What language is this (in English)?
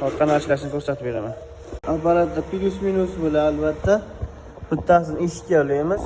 Uzbek